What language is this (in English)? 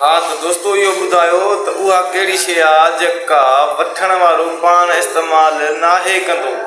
Sindhi